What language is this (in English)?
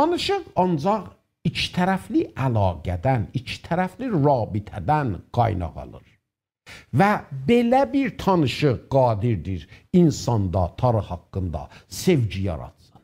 South Azerbaijani